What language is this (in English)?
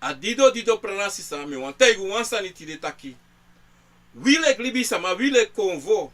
Sranan Tongo